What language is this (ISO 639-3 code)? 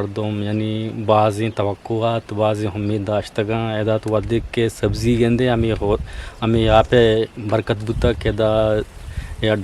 bgp